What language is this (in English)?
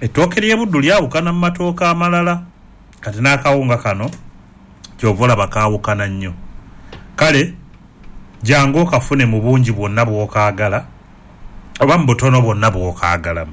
Ganda